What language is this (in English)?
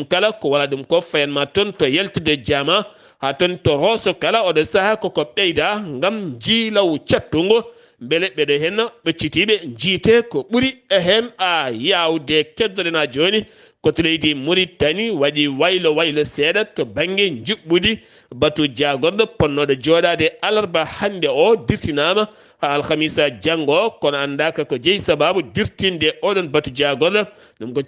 Fula